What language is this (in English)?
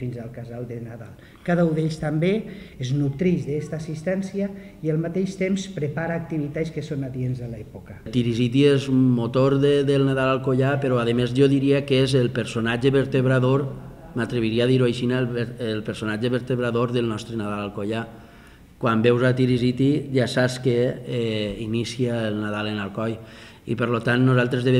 Catalan